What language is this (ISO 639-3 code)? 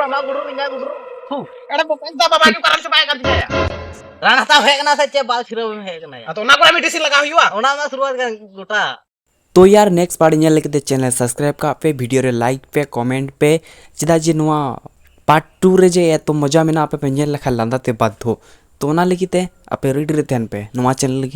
sat